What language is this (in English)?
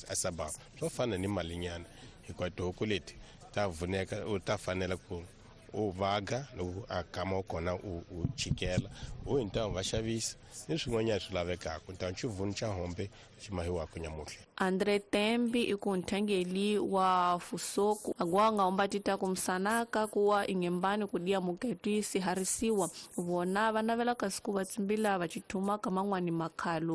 Tsonga